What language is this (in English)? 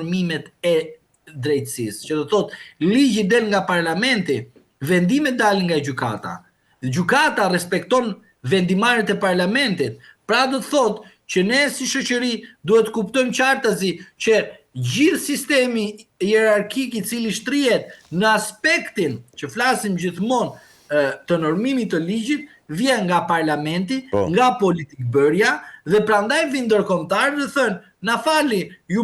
Albanian